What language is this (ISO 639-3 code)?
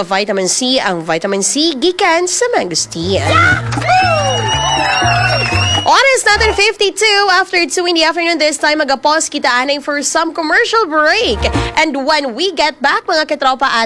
hil